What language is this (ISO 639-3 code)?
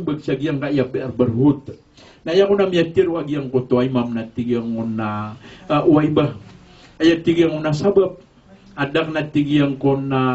mrw